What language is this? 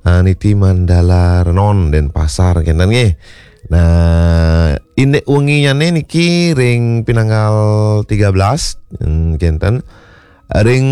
Balinese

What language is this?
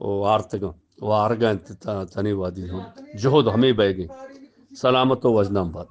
Eastern Balochi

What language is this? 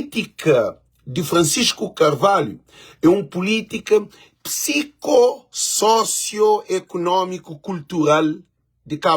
Kabuverdianu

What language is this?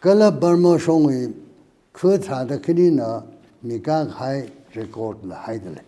Tangkhul Naga (India)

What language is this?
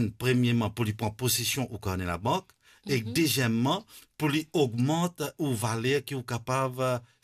Morisyen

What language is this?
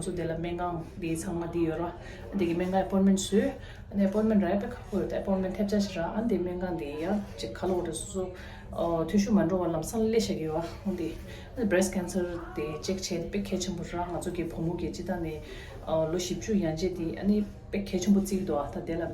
Tibetan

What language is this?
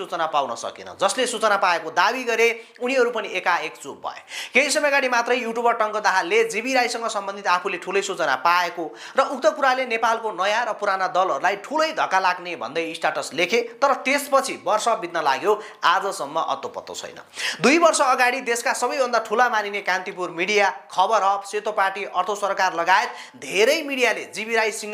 Nepali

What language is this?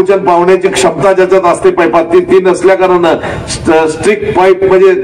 Marathi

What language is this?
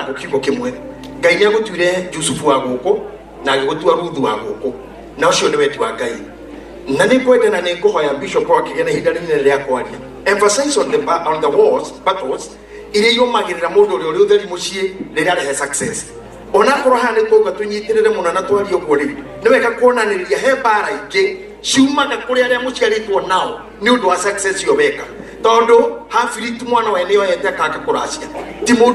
Kikuyu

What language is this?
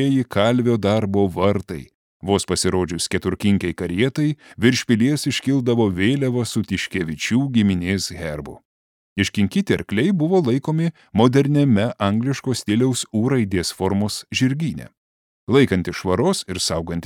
Lithuanian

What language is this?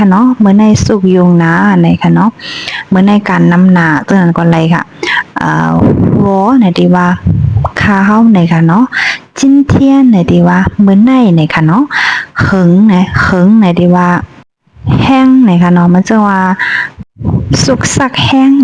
Shan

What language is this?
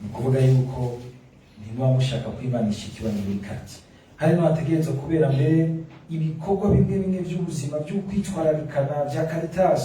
Rundi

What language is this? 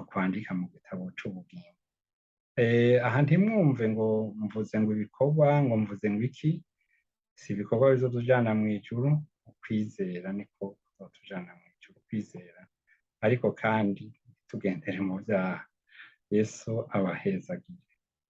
Rundi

